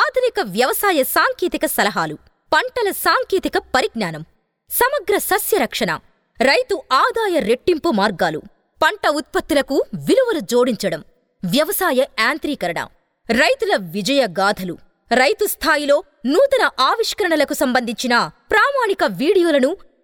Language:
Telugu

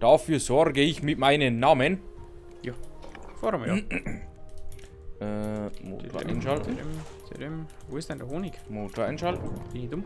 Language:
Bavarian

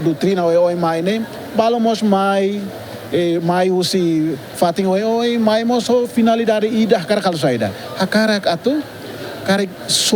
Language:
Tetum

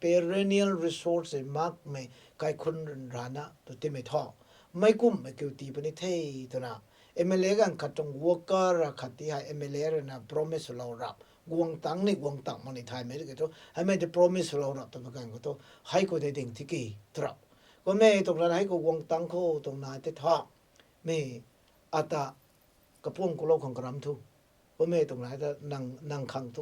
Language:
Rongmei Naga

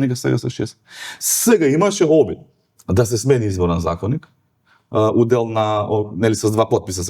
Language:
Macedonian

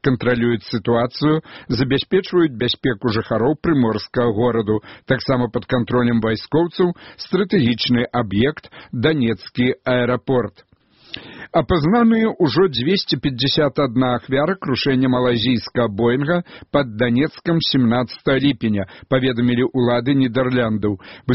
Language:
Belarusian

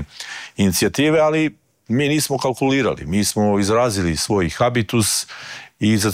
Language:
Croatian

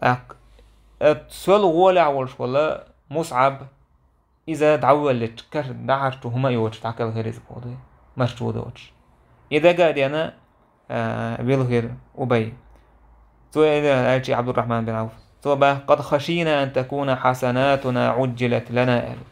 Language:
Chechen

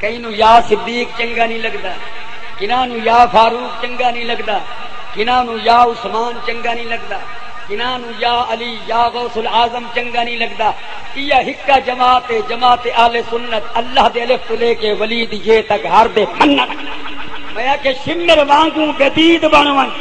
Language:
Saraiki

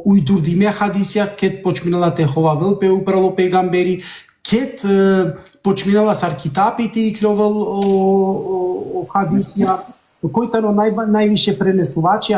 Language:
Balkan Romani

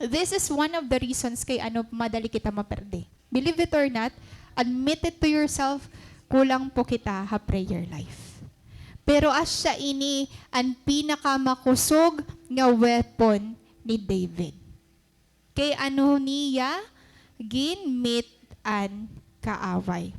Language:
Waray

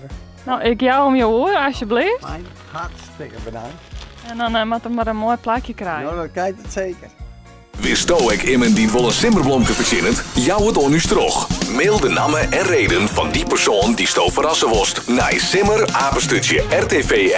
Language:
Western Frisian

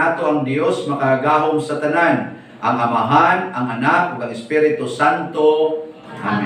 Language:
Cebuano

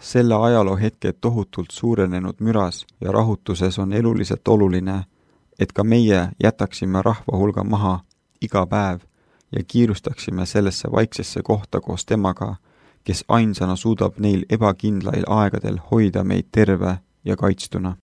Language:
Estonian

